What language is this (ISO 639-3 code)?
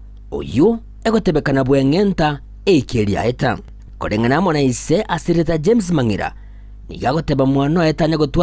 guz